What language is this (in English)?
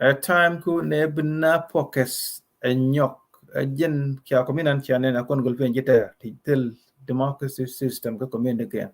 Nuer